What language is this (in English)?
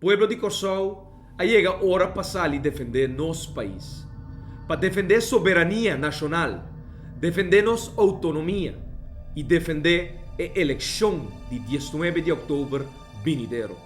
Papiamento